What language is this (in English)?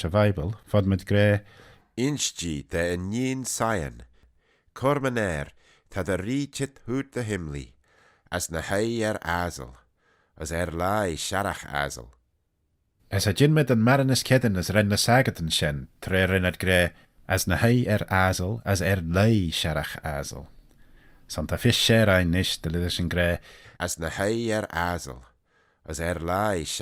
Manx